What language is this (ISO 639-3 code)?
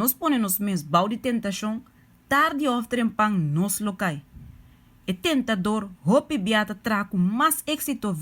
pap